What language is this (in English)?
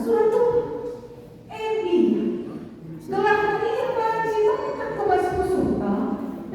Batak Karo